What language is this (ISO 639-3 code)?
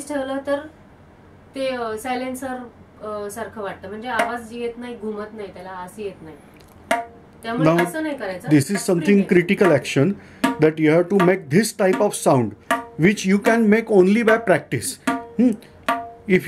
mar